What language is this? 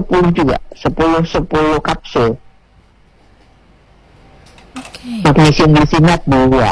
Indonesian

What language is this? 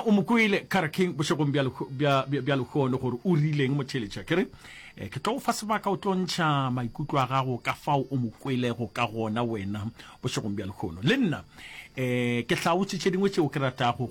Northern Sotho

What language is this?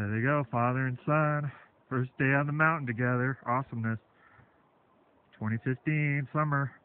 English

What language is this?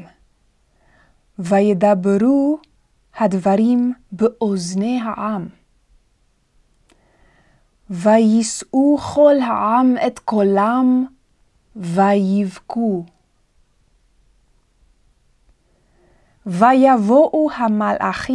Hebrew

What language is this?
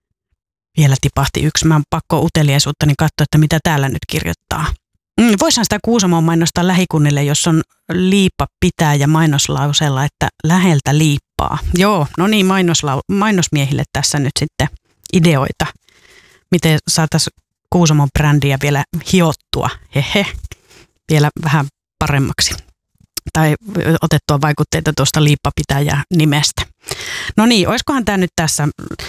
Finnish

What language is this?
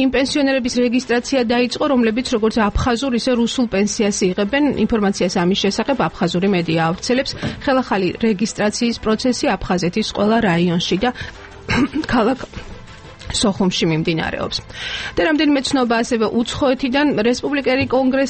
Georgian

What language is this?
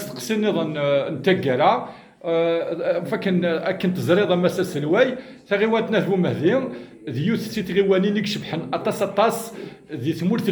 Kabyle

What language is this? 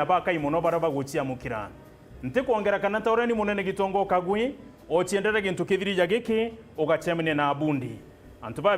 Meru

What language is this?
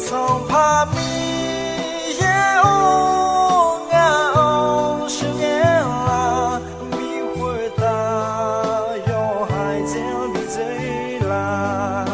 Akha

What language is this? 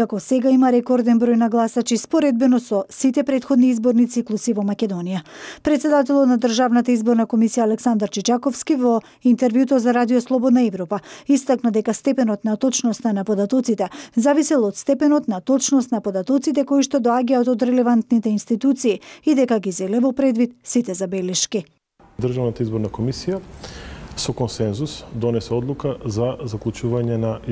Macedonian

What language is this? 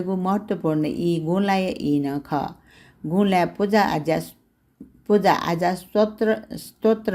Newari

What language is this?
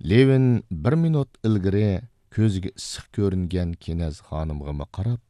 Uyghur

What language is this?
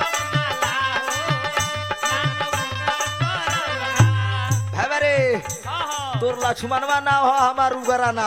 Bhojpuri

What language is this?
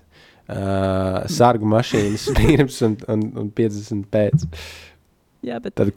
Latvian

